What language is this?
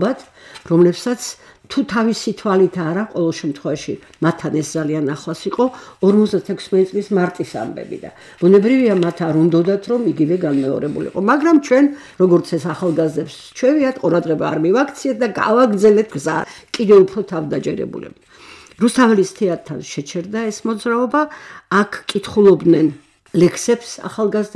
Georgian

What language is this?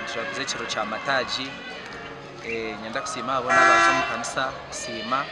Nyankole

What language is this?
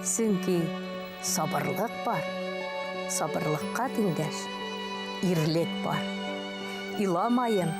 Bashkir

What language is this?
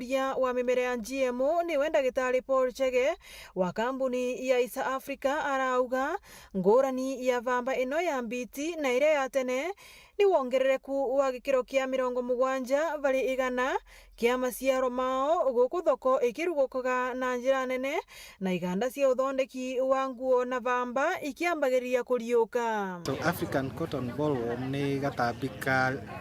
Meru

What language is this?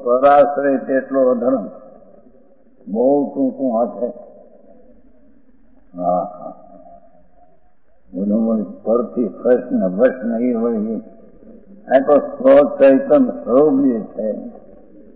Gujarati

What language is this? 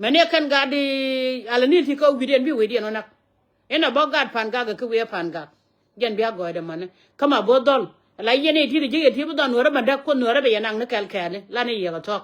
Nuer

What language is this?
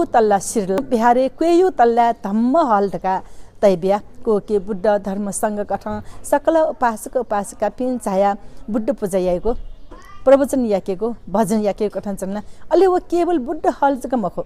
Newari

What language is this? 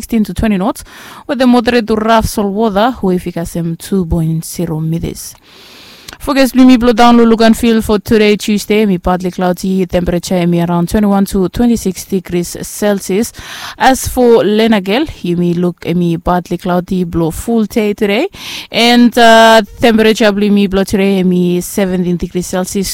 Bislama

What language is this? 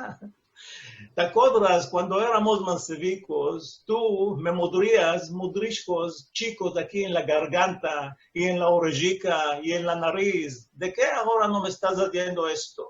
Ladino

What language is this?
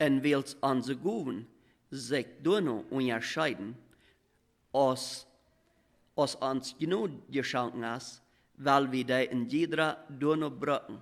Plautdietsch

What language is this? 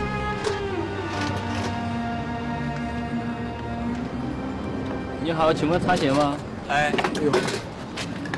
Chinese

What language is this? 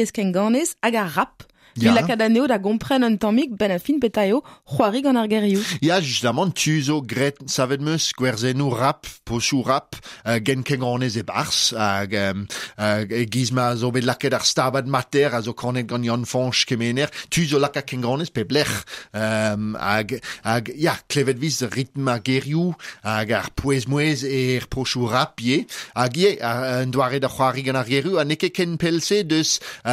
Breton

